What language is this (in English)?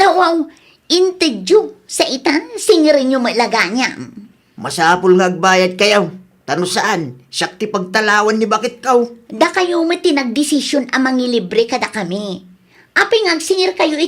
Iloko